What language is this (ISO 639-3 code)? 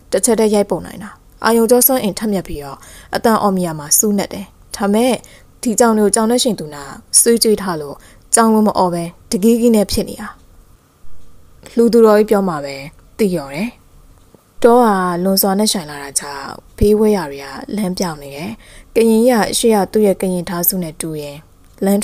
mya